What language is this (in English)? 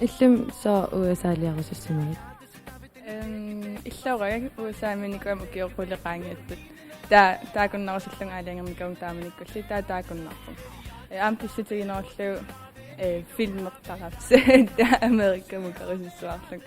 Kalaallisut